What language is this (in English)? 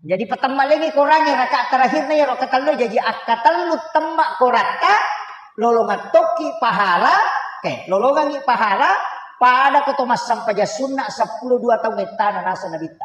Buginese